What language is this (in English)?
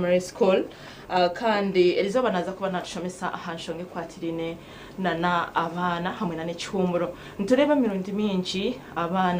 Nyankole